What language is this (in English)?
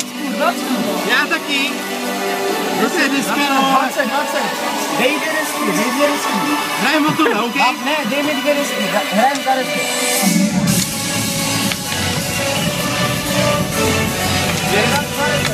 Czech